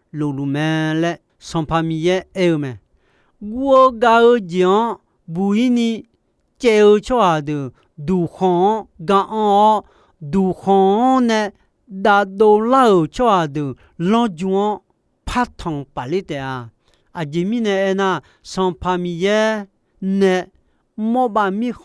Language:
Akha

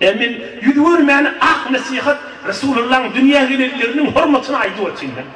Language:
Turkmen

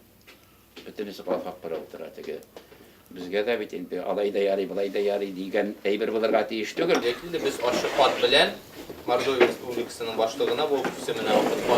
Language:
Tatar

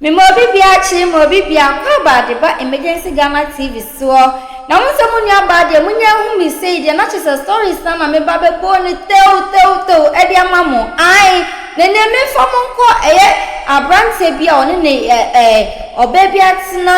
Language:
Akan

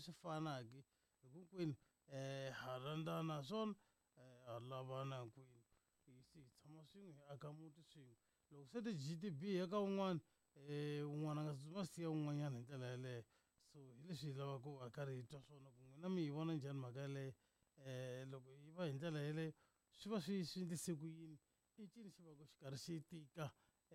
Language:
Tsonga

